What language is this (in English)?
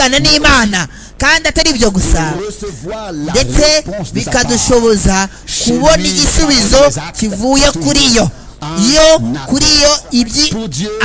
Kinyarwanda